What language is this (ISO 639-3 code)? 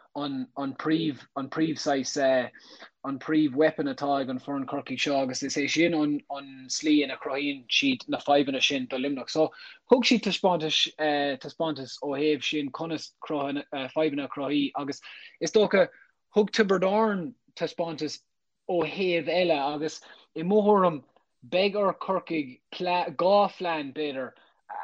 gle